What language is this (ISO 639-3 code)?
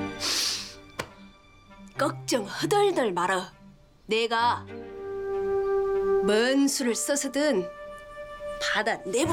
kor